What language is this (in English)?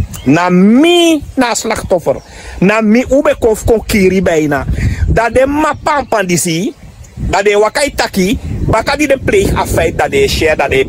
Sranan Tongo